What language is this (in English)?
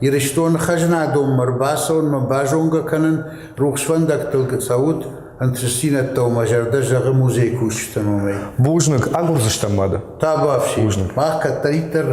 Ossetic